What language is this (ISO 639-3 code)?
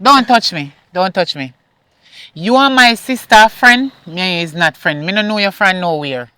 jam